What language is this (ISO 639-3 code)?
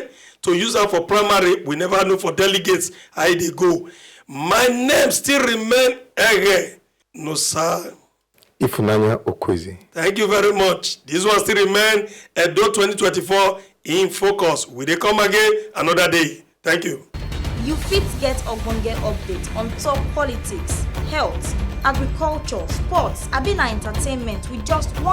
pcm